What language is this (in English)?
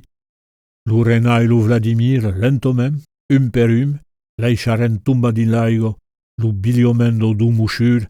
Occitan